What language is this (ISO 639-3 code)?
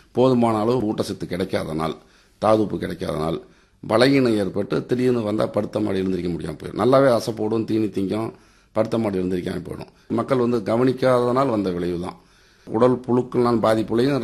tam